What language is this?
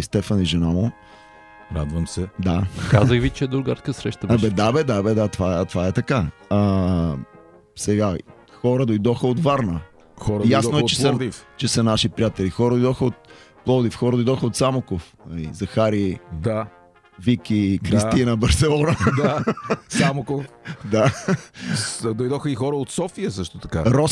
Bulgarian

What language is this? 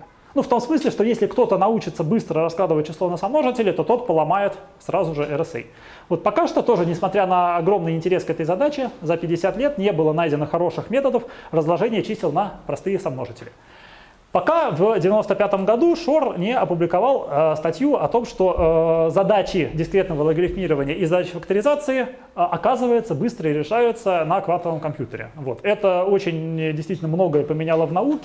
Russian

